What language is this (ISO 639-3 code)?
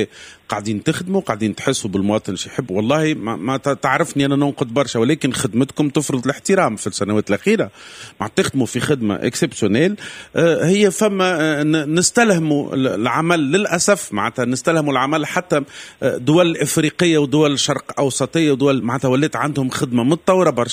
aeb